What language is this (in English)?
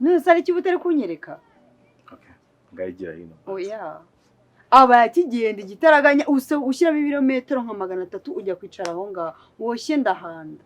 Kinyarwanda